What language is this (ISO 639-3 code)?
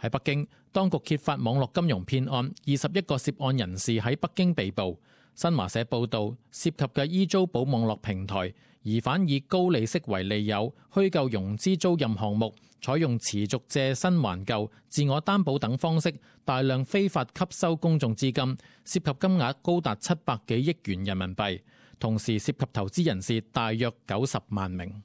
yue